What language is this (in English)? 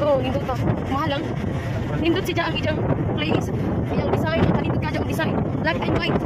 Cebuano